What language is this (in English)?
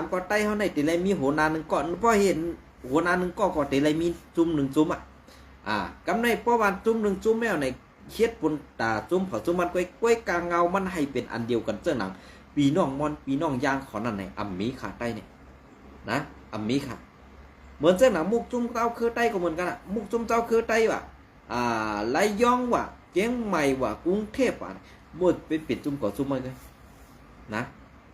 Shan